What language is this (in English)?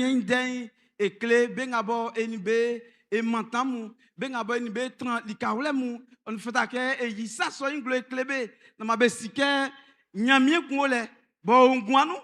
Baoulé